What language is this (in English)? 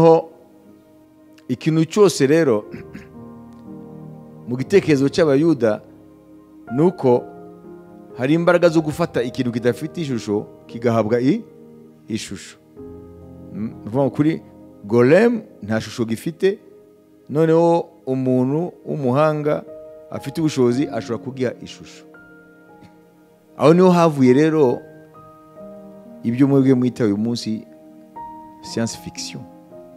Kinyarwanda